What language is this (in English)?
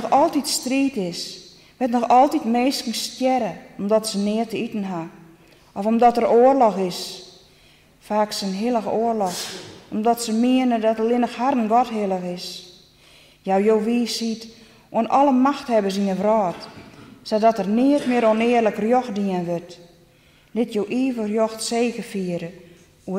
Western Frisian